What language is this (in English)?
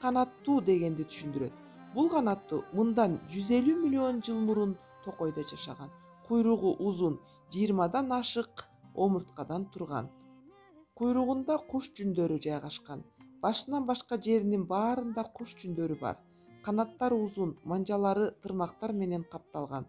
Kyrgyz